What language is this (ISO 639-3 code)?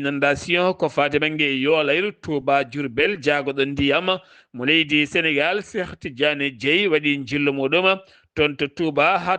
ful